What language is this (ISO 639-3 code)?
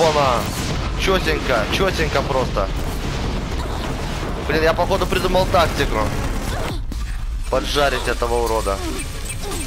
rus